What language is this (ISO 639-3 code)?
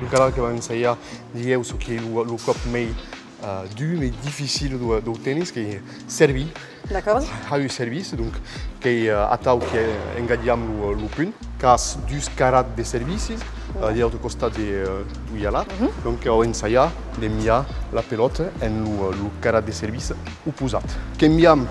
oci